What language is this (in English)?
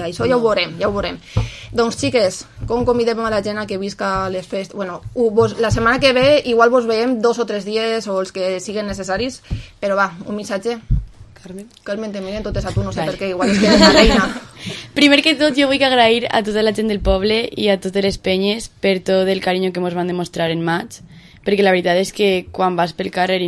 Catalan